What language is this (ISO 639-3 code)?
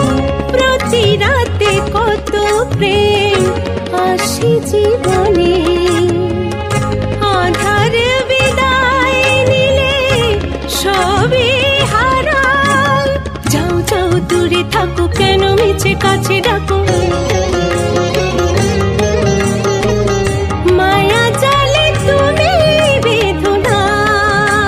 ben